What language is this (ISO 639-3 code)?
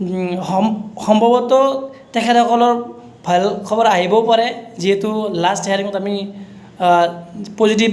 asm